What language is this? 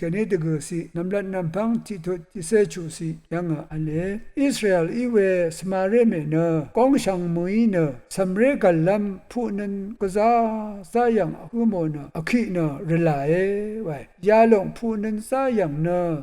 Rawang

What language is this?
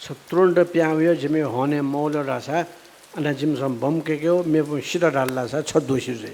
Newari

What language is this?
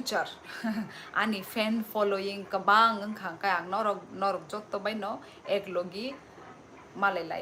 Kok Borok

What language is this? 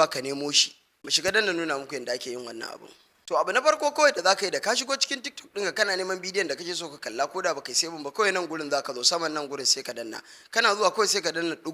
Hausa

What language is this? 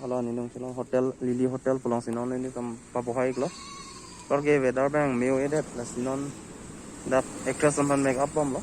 Karbi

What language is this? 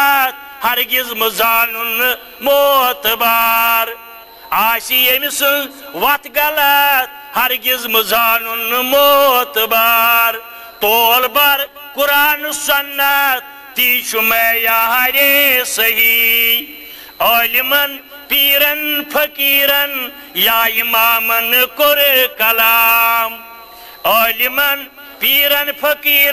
Kashmiri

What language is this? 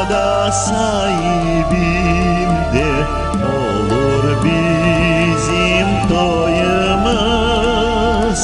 Crimean Tatar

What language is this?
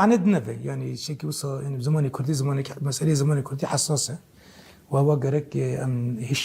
Kurdish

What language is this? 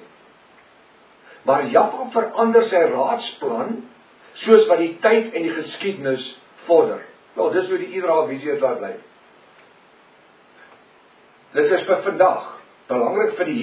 Afrikaans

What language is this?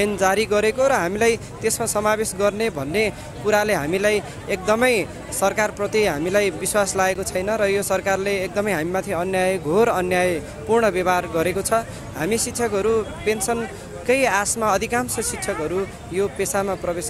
Nepali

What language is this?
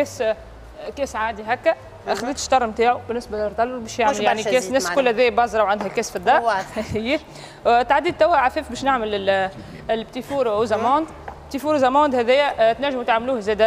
Tunisian Arabic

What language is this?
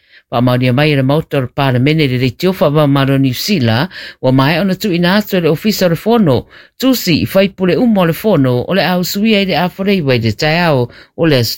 Samoan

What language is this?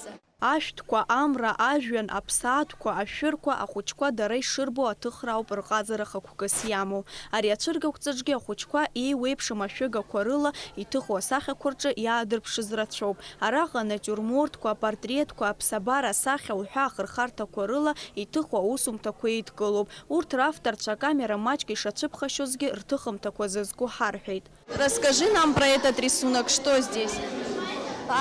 Abkhazian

